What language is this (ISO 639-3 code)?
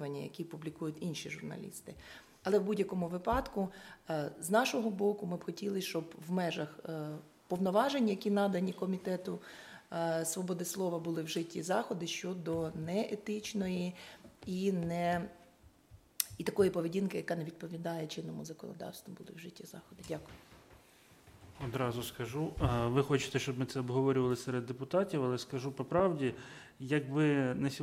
ukr